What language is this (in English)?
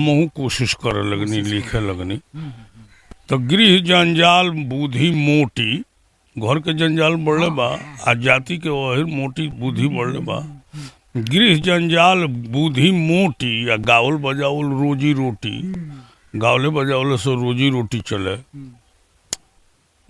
Bhojpuri